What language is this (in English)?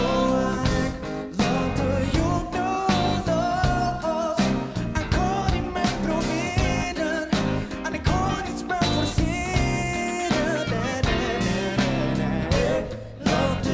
Dutch